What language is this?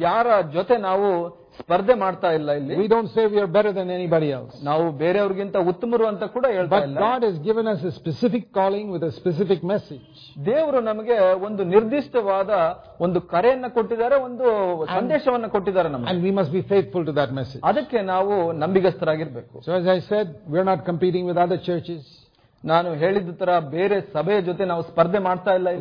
Kannada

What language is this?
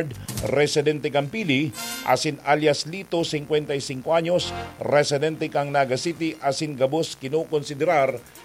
Bikol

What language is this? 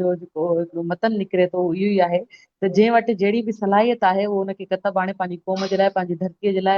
Sindhi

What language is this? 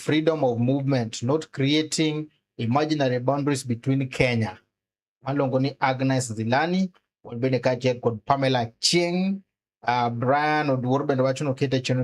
Luo (Kenya and Tanzania)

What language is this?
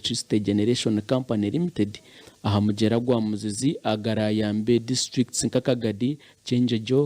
Nyankole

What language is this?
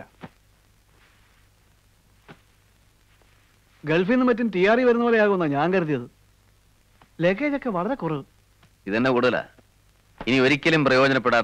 Malayalam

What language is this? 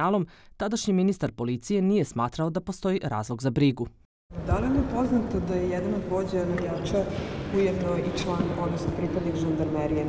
Serbian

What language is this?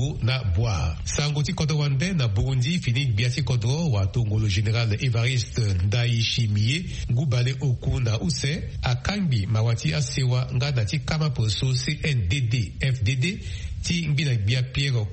Sango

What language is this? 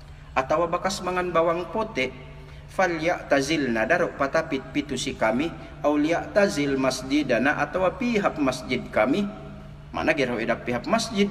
Yakan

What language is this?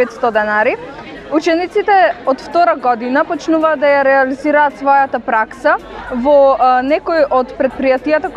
Macedonian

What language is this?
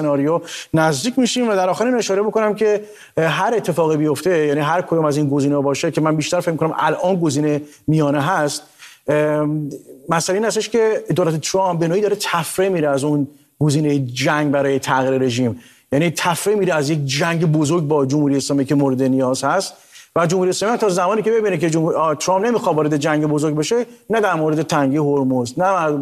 Persian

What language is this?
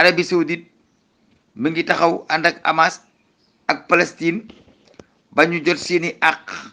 Wolof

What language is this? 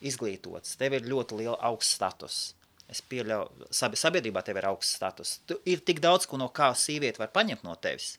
Latvian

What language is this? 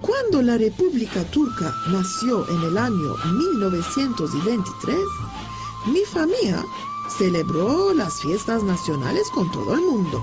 Ladino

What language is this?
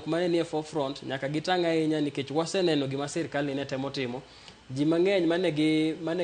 Luo (Kenya and Tanzania)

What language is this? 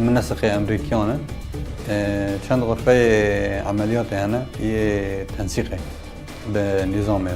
Kurdish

